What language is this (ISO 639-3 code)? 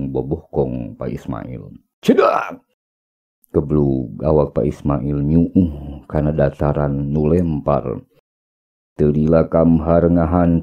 sun